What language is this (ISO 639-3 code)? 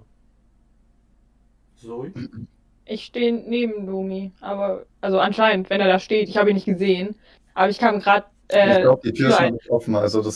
deu